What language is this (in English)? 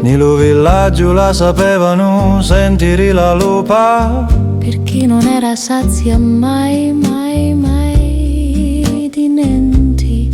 Sicilian